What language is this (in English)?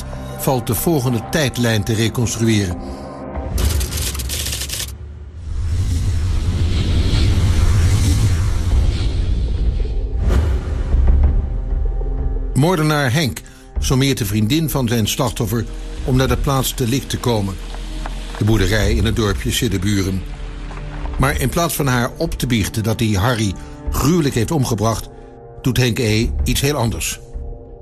Dutch